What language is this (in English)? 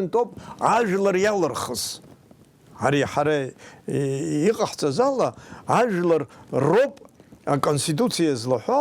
Abkhazian